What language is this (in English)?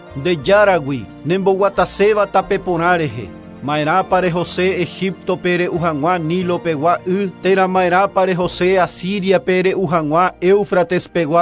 Guarani